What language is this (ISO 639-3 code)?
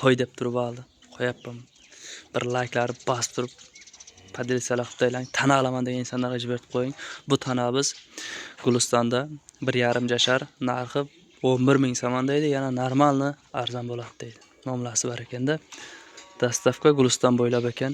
uzb